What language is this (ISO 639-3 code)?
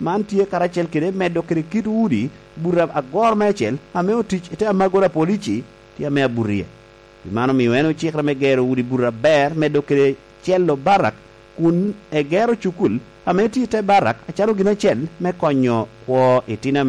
laj